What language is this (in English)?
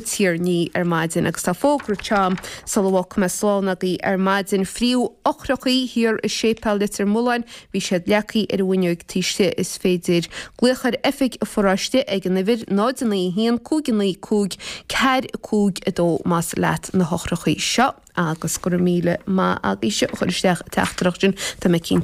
Irish